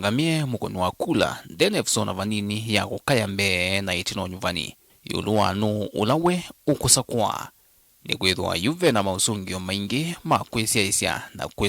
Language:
Kamba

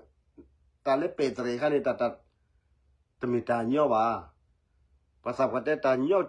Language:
S'gaw Karen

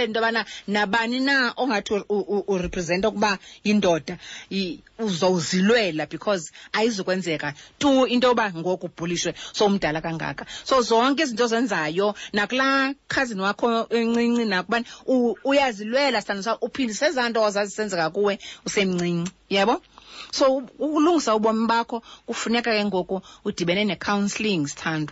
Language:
Xhosa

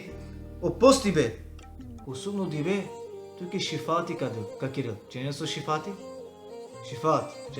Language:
Balkan Romani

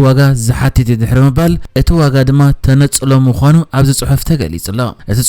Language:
Tigrinya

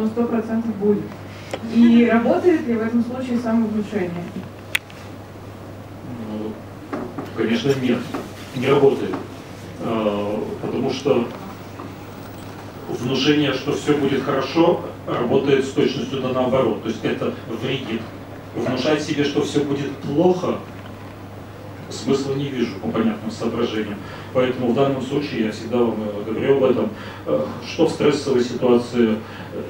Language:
Russian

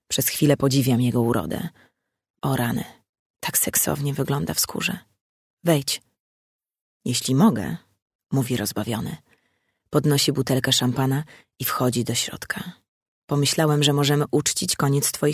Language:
Polish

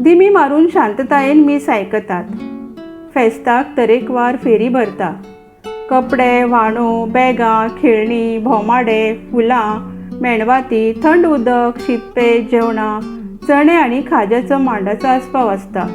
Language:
Konkani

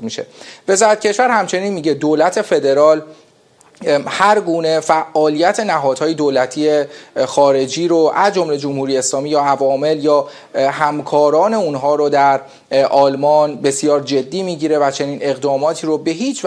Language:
Persian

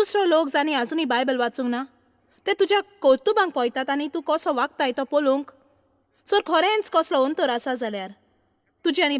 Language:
Konkani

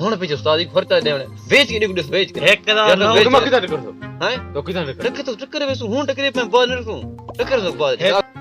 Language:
Saraiki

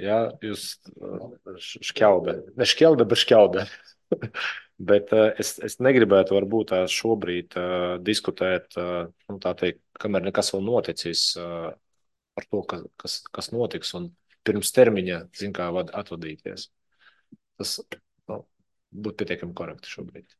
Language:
Latvian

